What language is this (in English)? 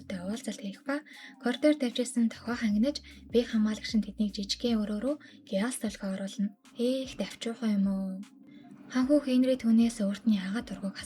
Mongolian